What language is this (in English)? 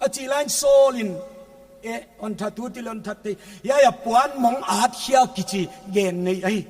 Paite Chin